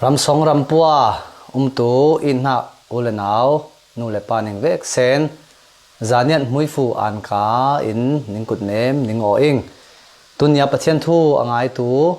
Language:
Falam Chin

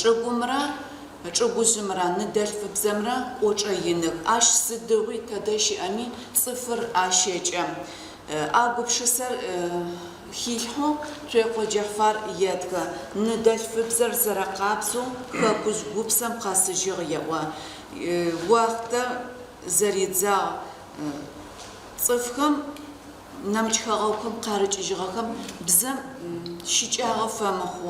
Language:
Adyghe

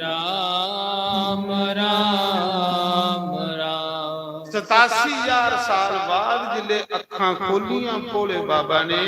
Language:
Dogri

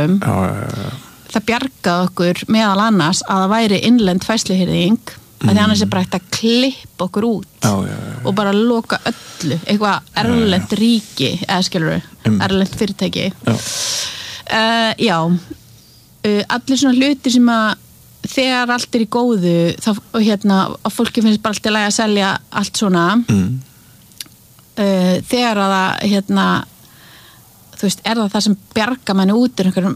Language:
Icelandic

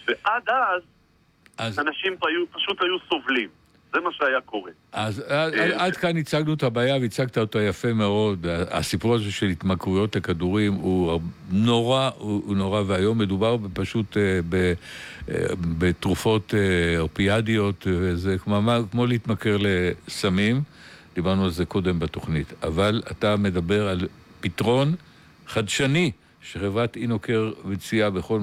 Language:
Hebrew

